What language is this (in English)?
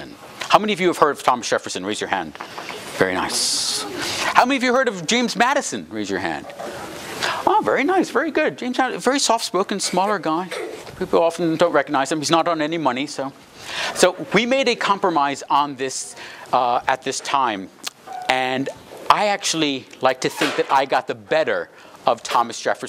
English